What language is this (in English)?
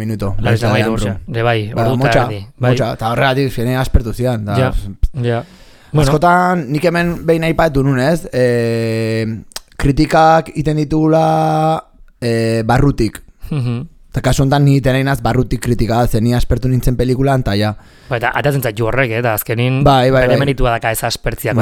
Basque